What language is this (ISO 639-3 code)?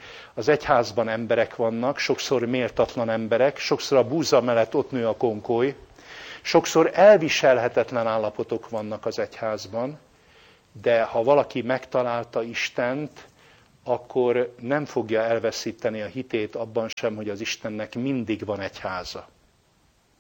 hun